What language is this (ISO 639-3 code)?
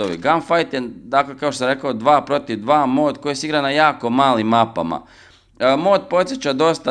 hrv